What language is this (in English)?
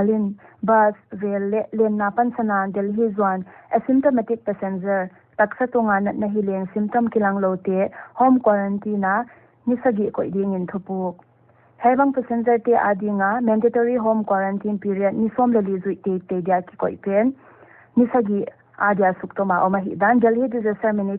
Paite Chin